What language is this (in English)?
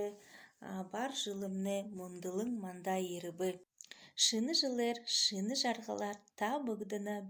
Buriat